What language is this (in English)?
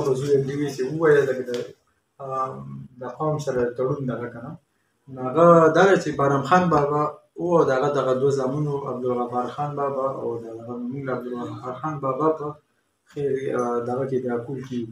Pashto